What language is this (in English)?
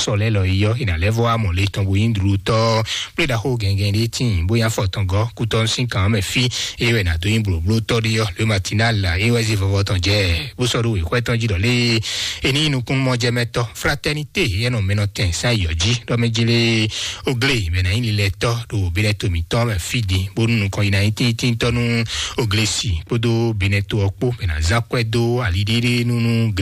Fon